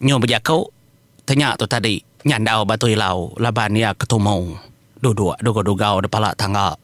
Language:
Iban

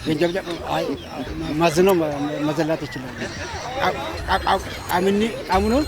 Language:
Kafa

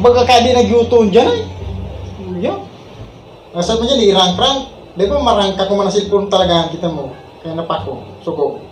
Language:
Bikol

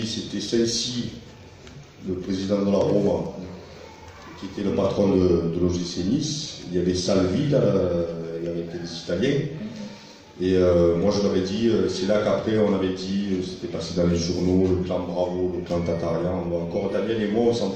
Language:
French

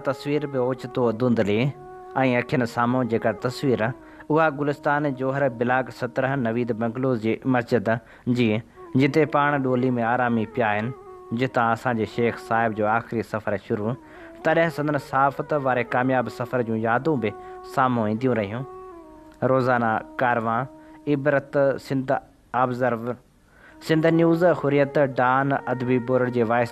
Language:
Sindhi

